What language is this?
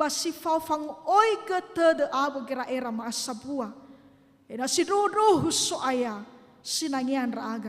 Nias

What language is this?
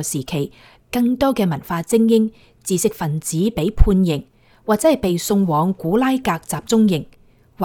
Cantonese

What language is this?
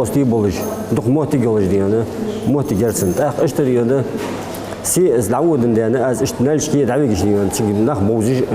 Ingush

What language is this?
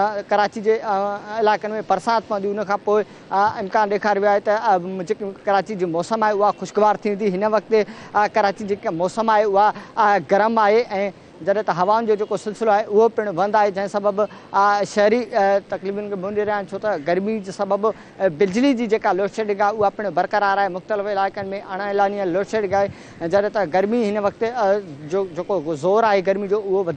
Sindhi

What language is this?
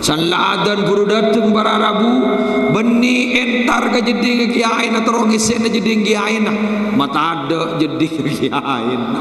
Madurese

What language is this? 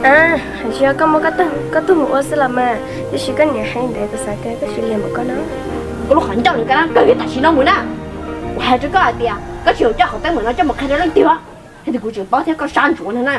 Hmong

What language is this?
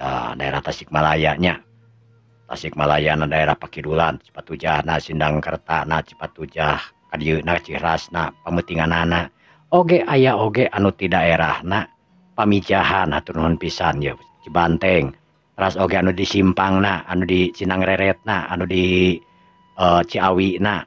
Sundanese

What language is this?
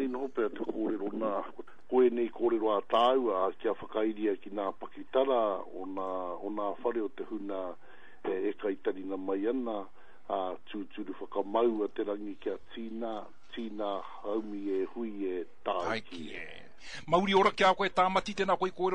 Māori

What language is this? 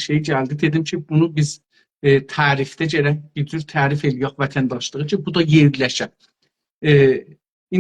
South Azerbaijani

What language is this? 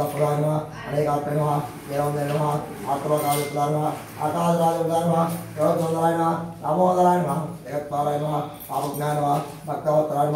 Telugu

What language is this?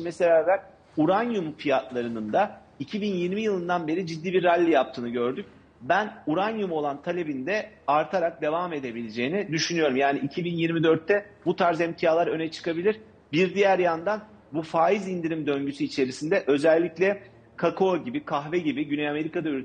Turkish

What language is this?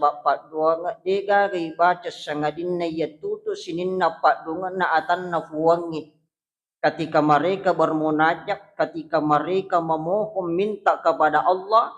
Buginese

